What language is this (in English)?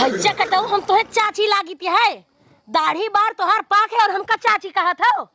Awadhi